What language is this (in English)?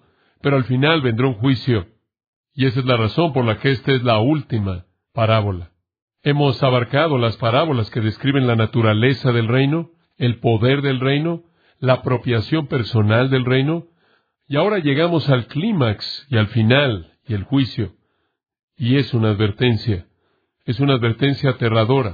Spanish